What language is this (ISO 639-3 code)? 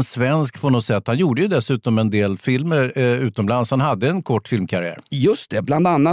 swe